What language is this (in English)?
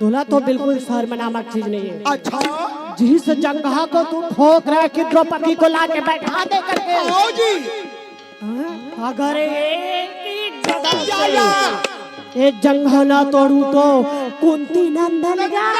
Chhattisgarhi